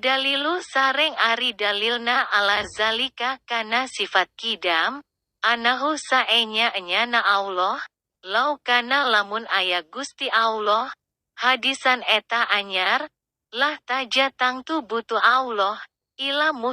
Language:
Sundanese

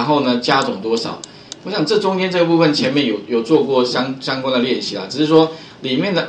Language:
Chinese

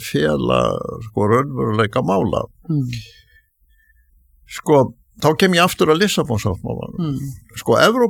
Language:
Icelandic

